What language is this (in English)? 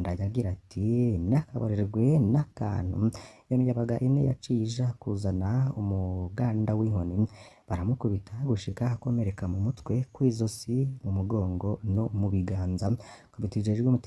Rundi